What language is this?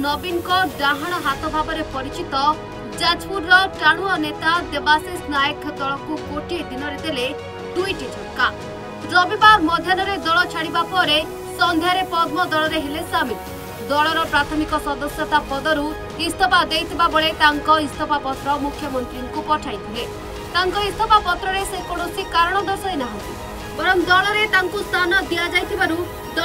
Odia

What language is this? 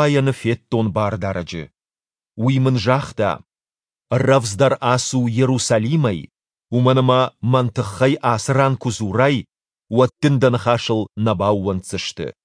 Ossetic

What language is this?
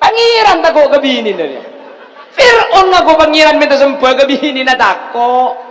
Madurese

